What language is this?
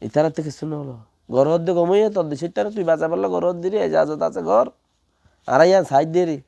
Rohingya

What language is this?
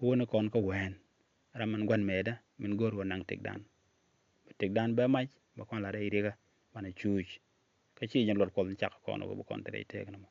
Nuer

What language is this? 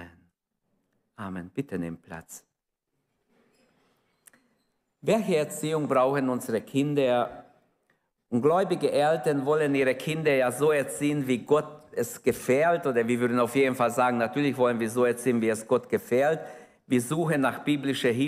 German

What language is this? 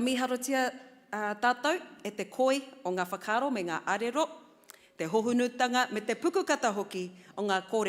Māori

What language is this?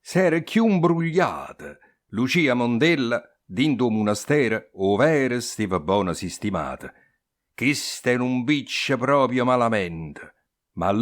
Neapolitan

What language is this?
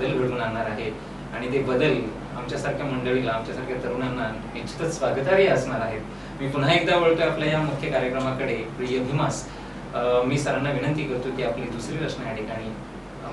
Marathi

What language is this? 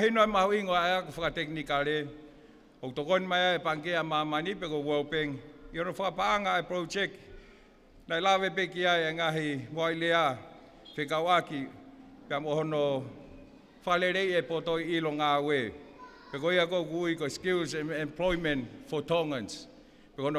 Tongan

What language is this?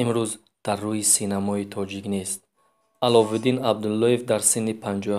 Tajik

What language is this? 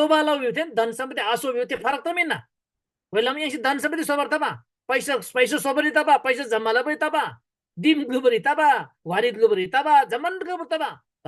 Eastern Tamang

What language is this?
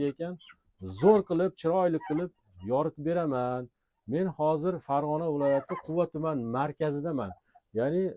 Uzbek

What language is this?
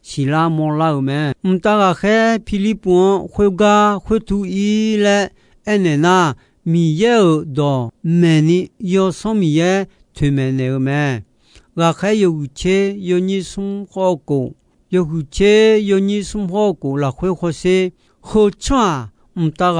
Akha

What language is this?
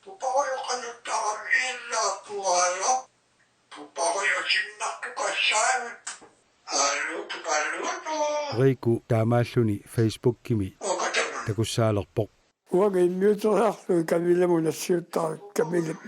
Kalaallisut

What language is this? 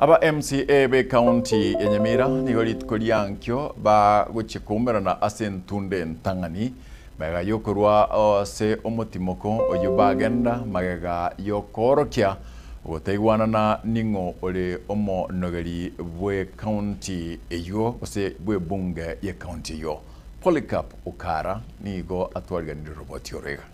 Gusii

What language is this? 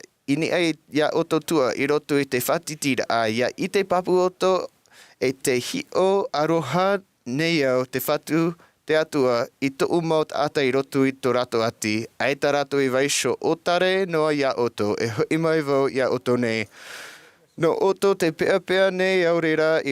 Tahitian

